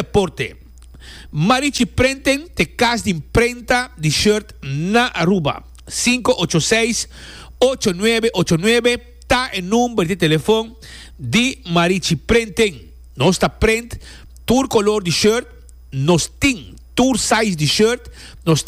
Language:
Papiamento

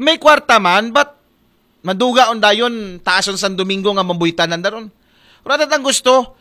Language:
Aklanon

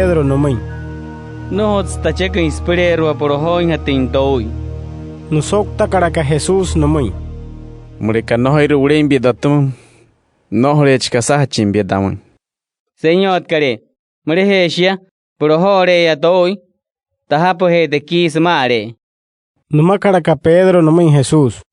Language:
Wayuu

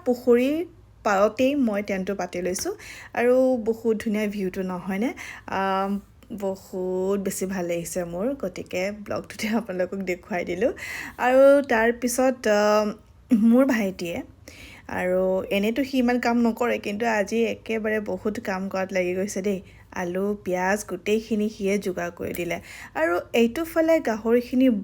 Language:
Assamese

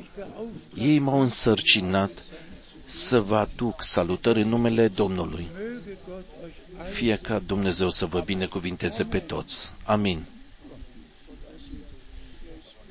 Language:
Romanian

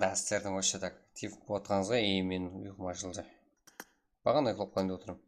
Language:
Kara-Kalpak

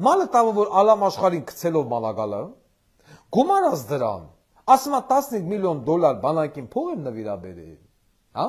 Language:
Armenian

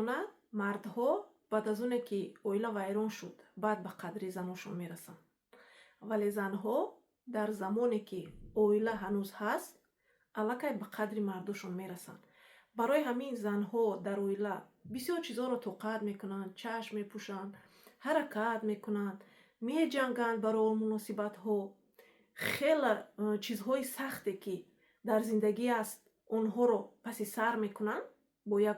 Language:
Tajik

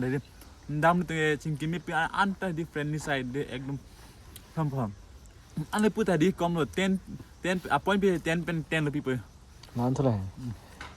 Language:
Karbi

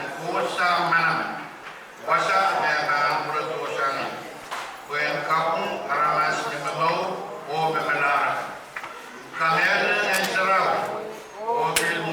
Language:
Pohnpeian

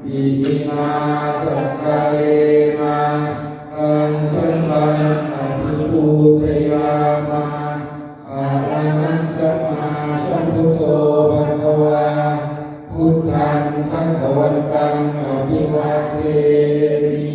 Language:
Pali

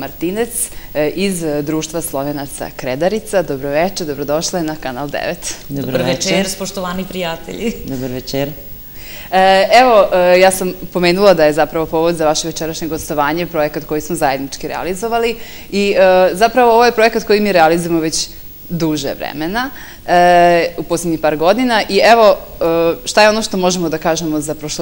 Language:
Serbian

